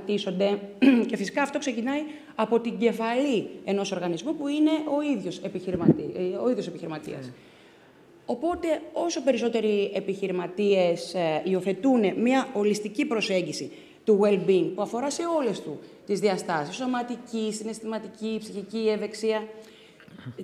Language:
Greek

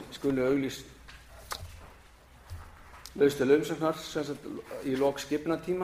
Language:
Icelandic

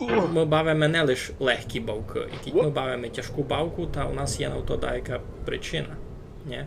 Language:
Rusyn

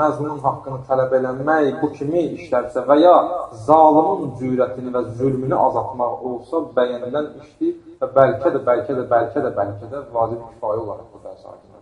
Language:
Azerbaijani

